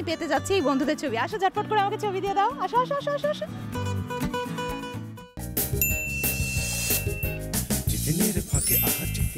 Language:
Bangla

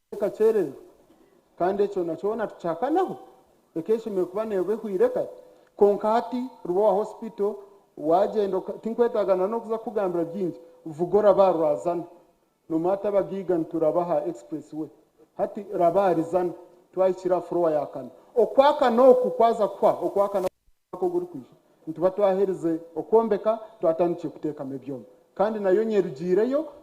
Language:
Nyankole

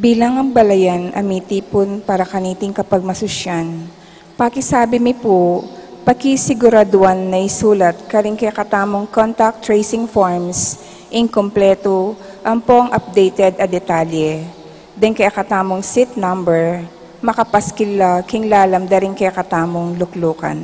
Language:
Pampanga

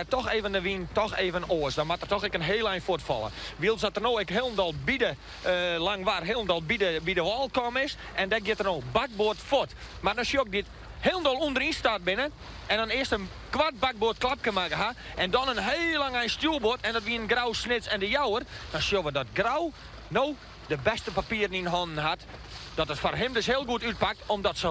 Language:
Western Frisian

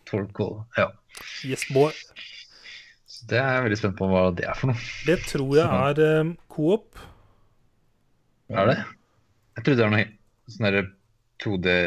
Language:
Norwegian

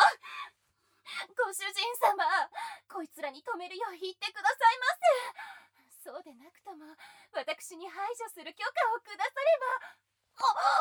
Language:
Japanese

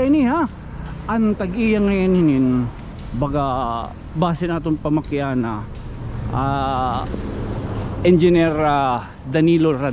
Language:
Waray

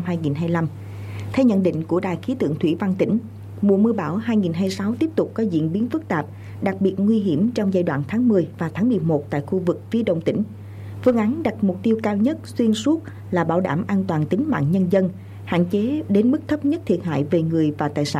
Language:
Vietnamese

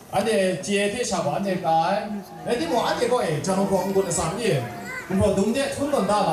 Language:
Kachin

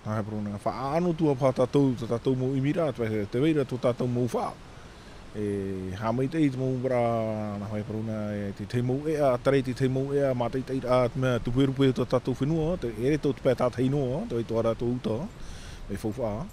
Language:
Tahitian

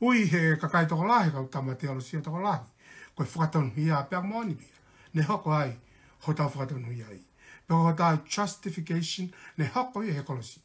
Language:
Tongan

